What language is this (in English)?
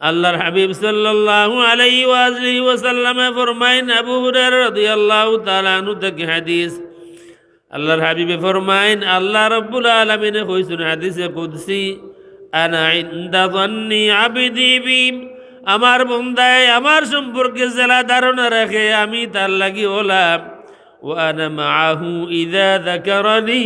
Sylheti